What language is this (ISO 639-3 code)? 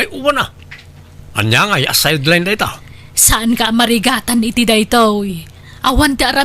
ilo